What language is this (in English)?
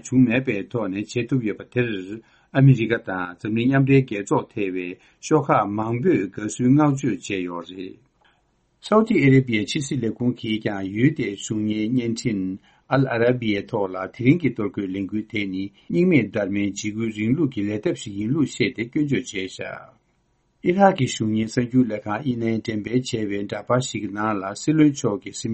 Tibetan